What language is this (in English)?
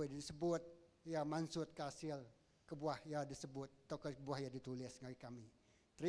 Iban